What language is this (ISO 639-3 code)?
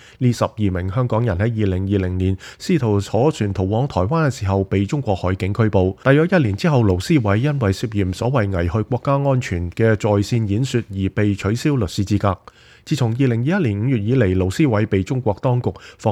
yue